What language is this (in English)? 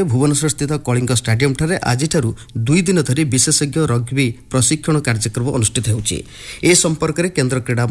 Odia